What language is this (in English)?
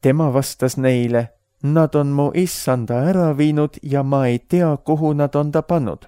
Estonian